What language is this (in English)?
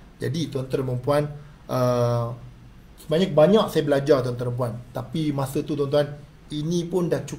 Malay